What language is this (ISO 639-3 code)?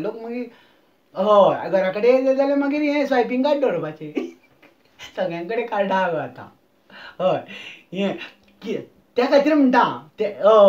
kok